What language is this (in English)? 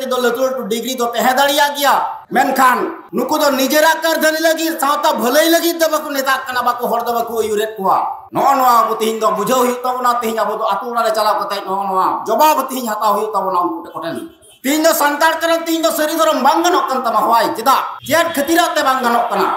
Santali